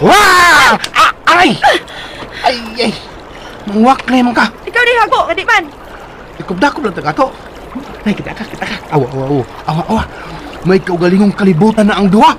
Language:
Cebuano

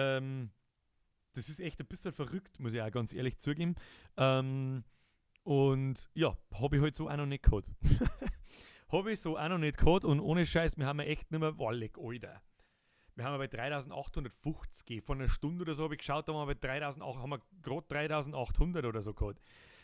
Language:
Bavarian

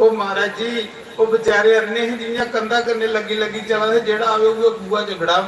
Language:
Dogri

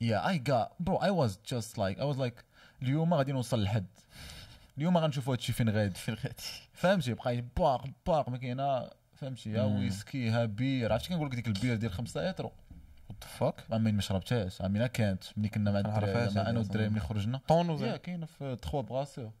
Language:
Moroccan Arabic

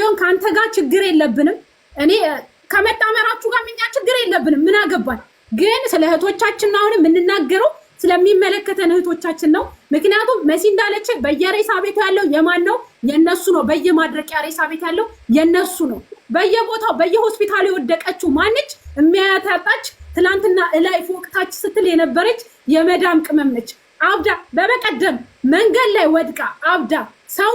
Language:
Amharic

